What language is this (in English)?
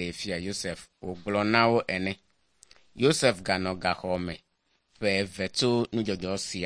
Ewe